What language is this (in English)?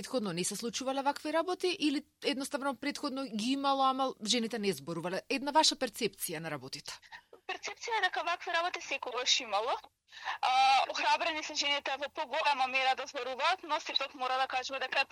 Macedonian